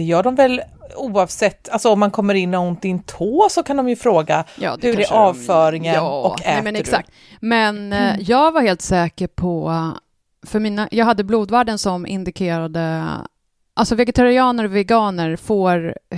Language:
Swedish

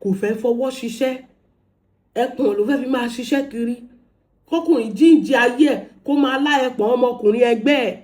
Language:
Yoruba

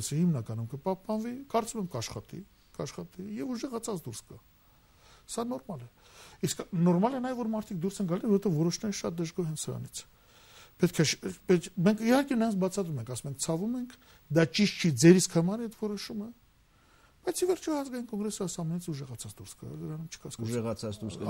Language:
Armenian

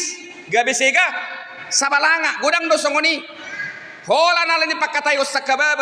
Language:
Batak Toba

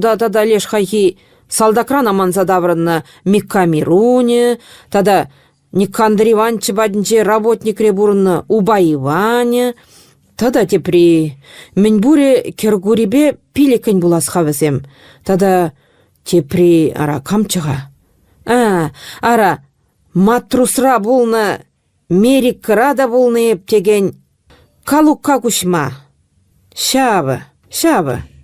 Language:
Chuvash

